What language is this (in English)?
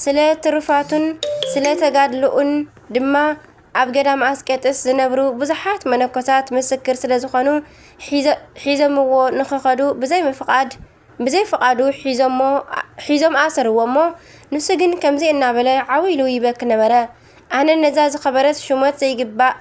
Tigrinya